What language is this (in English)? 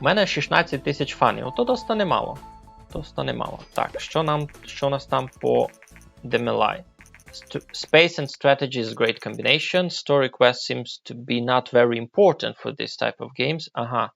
Rusyn